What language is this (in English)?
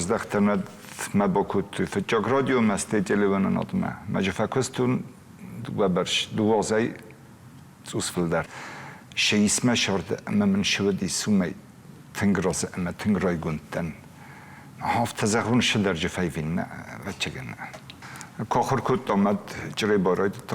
Ossetic